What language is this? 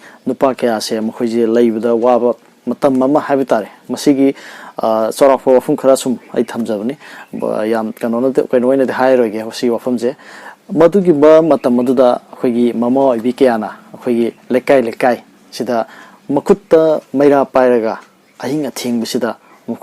Manipuri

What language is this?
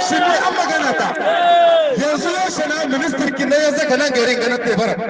Hausa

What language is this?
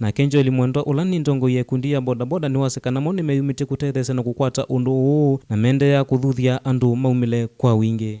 Kamba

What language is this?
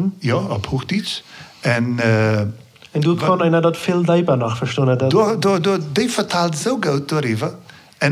Plautdietsch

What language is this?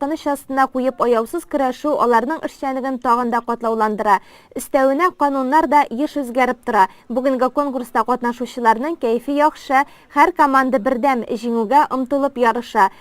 Tatar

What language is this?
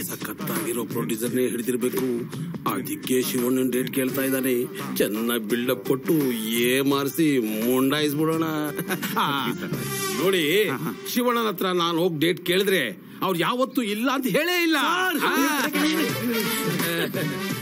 Kannada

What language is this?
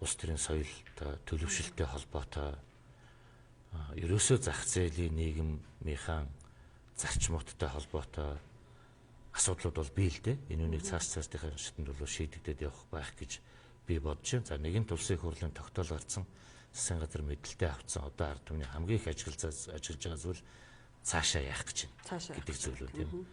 Mongolian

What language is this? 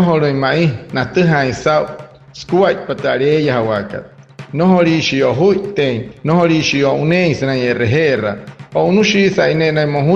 Wayuu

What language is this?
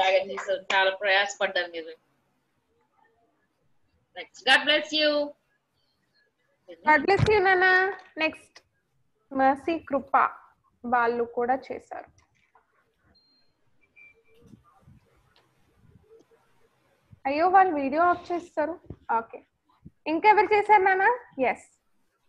Telugu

